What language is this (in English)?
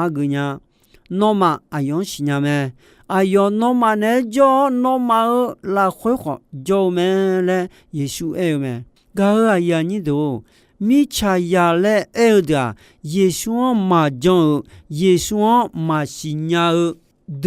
Akha